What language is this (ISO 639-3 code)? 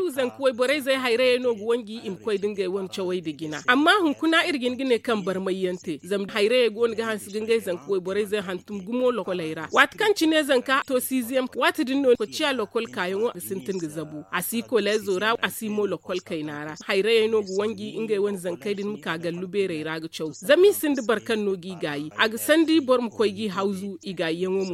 dje